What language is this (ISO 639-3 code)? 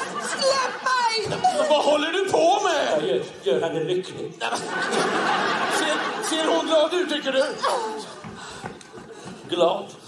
swe